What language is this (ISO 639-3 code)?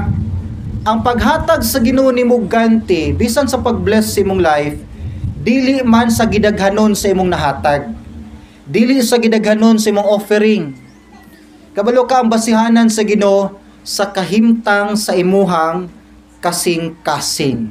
ceb